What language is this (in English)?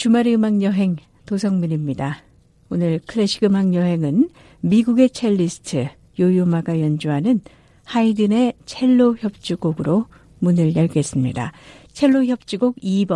Korean